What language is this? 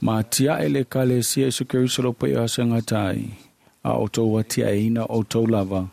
Samoan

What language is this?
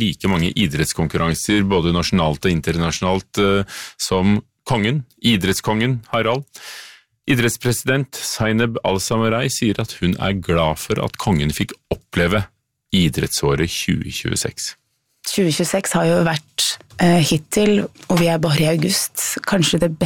Norwegian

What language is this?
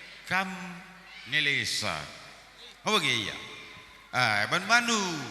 Batak Karo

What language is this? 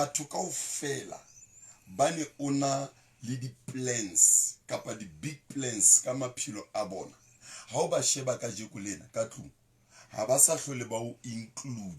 Southern Sotho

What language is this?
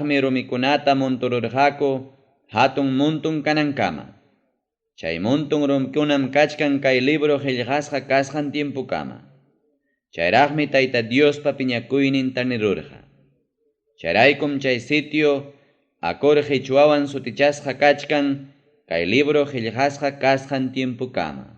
Ayacucho Quechua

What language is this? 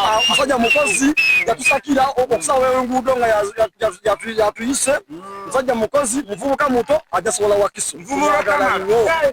Ganda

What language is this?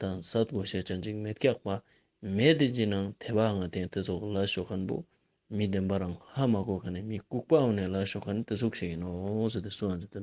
Ladakhi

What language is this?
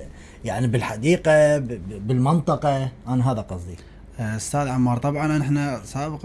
Mesopotamian Arabic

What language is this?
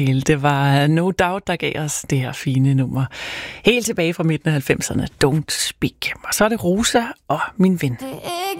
Danish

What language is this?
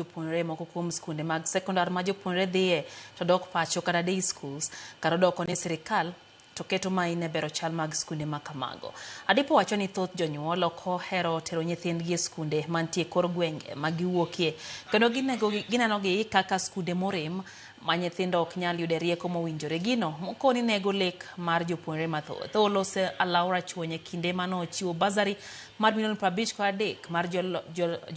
Luo (Kenya and Tanzania)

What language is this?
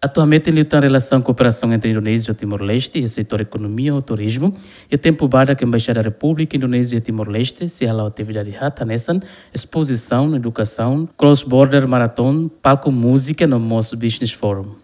Tetum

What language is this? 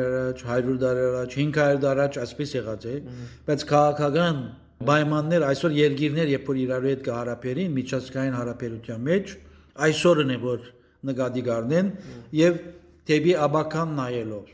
Western Armenian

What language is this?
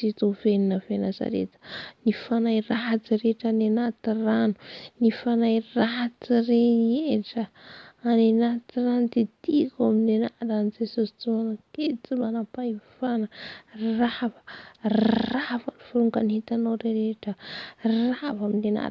Malagasy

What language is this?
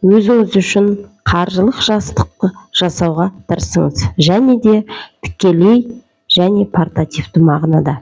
Kazakh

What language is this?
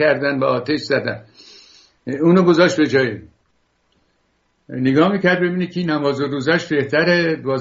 Persian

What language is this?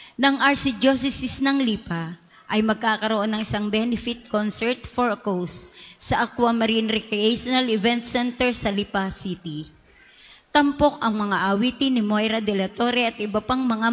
Filipino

